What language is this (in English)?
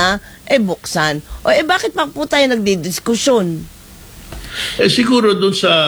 Filipino